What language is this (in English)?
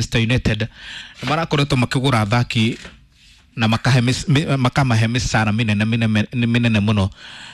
Kikuyu